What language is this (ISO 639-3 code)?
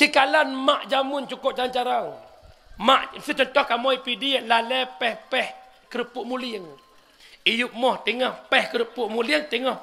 ace